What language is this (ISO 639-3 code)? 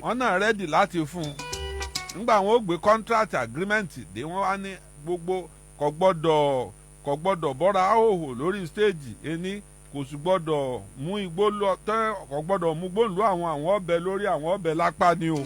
yor